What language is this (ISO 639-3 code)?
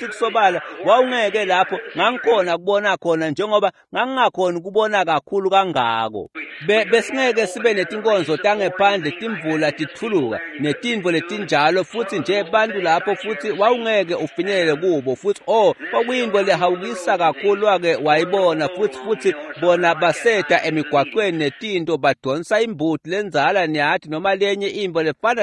ssw